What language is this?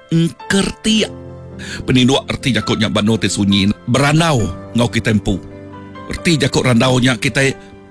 Iban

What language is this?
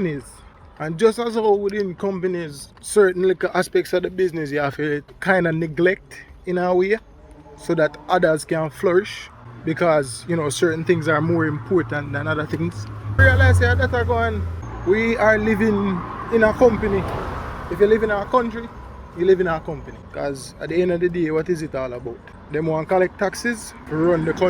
Jamaican Creole English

